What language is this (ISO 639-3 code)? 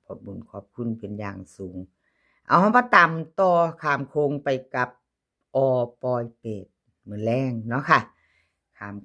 tts